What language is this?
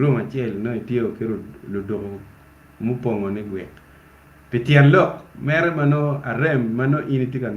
Acoli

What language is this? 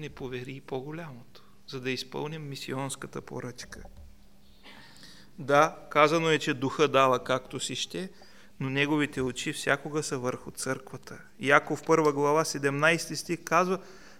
Bulgarian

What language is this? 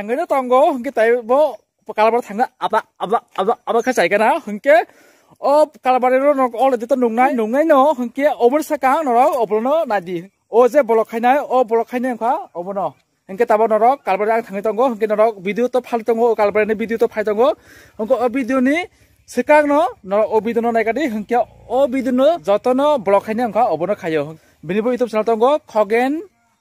Kok Borok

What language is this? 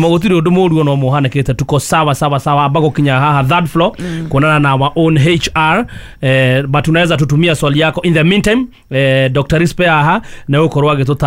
Kikuyu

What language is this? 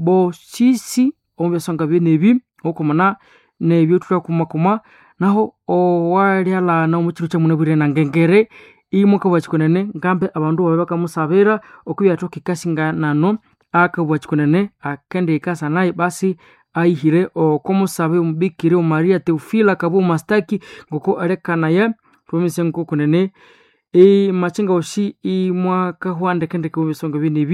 Nande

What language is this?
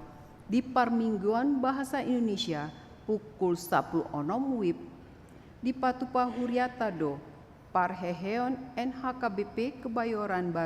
Batak Toba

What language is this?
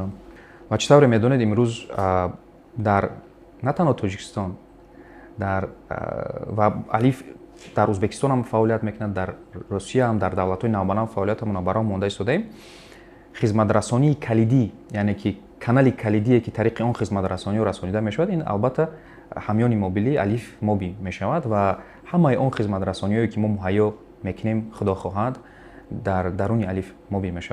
Tajik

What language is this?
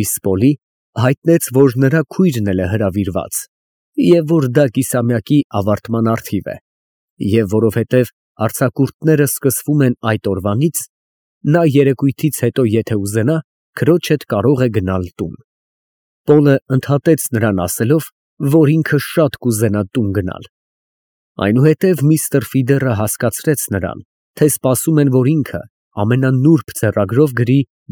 Armenian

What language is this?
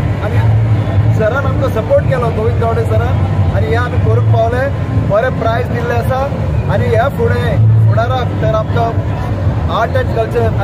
Konkani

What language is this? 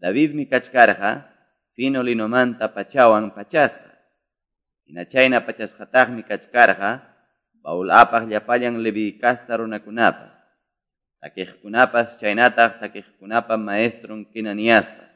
Quechua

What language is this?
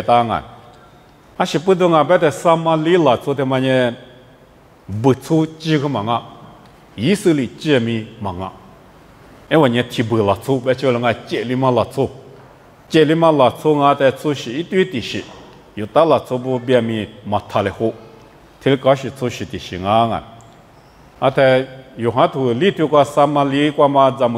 Lisu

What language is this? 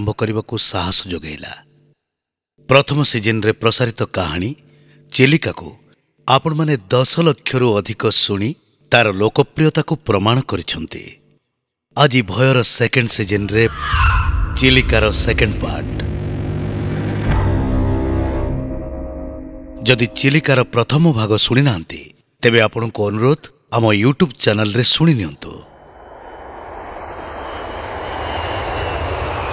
Odia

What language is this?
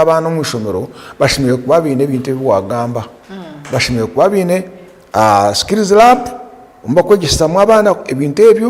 Nyankole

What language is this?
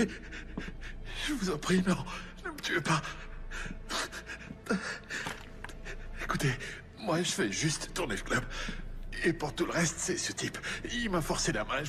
French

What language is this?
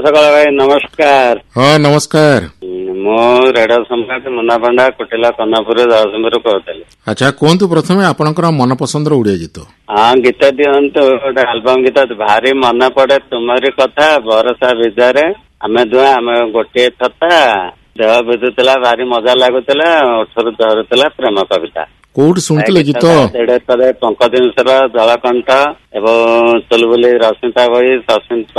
Odia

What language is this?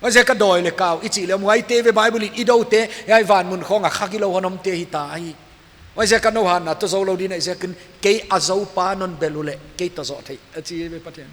Paite Chin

